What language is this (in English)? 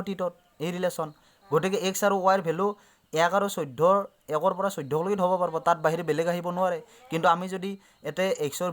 Assamese